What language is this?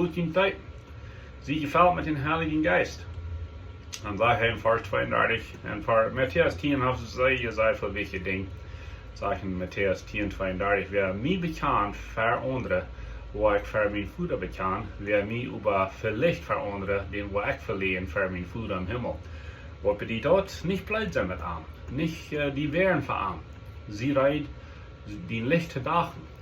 Plautdietsch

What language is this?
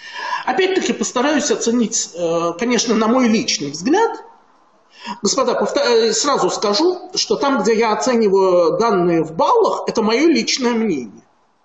Russian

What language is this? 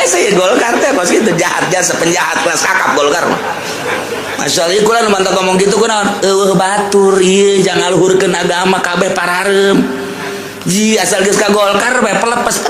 Sundanese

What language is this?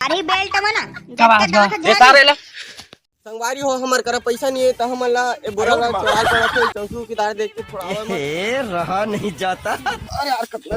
Chhattisgarhi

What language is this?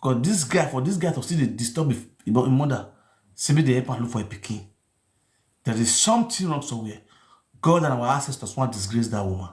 Nigerian Pidgin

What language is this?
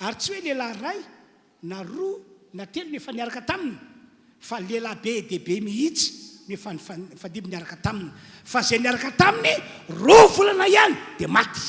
Malagasy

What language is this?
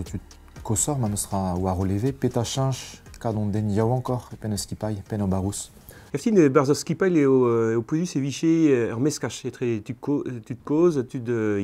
Breton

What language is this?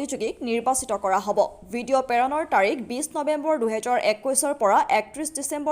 Assamese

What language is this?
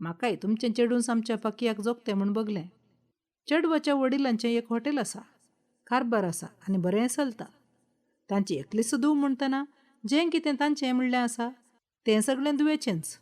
Konkani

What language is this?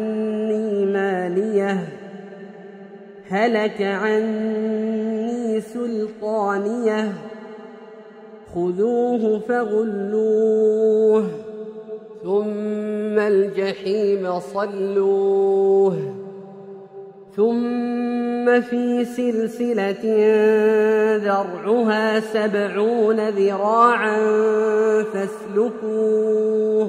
Arabic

